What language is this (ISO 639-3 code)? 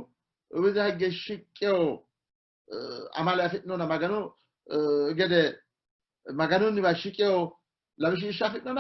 sid